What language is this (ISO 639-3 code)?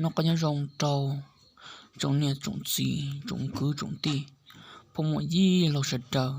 hmn